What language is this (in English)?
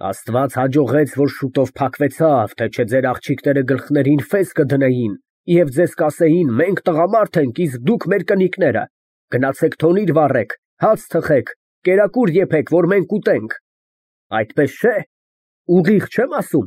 Armenian